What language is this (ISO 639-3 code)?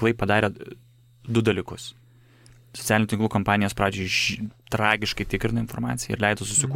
lit